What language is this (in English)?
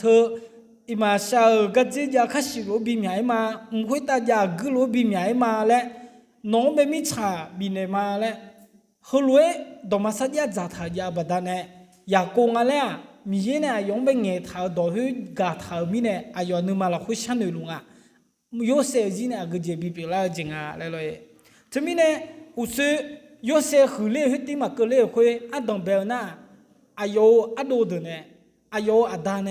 Akha